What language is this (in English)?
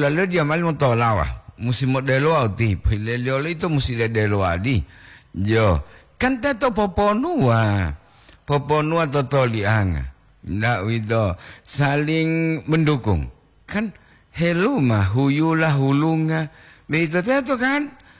Gorontalo